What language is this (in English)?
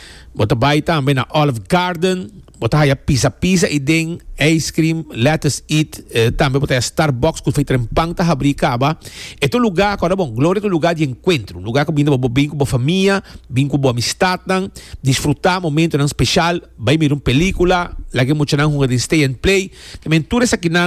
Papiamento